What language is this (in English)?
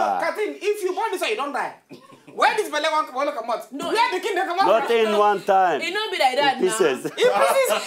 Nigerian Pidgin